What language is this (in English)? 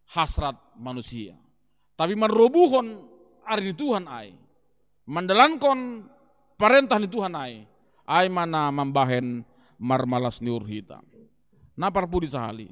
Batak Simalungun